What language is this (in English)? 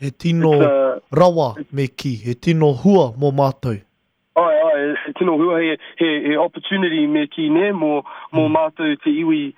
Māori